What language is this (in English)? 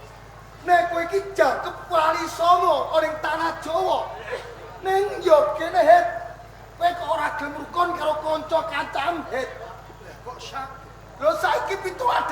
Javanese